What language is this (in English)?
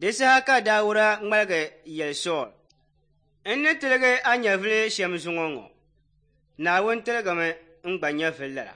Dagbani